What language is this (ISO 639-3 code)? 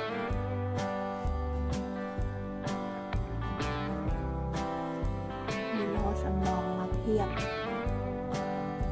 tha